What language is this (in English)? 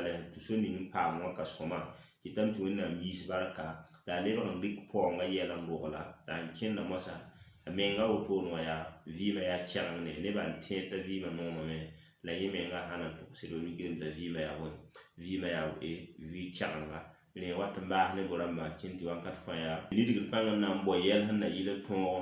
Mossi